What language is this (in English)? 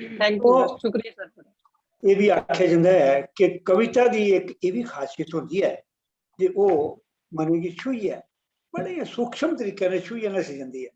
Dogri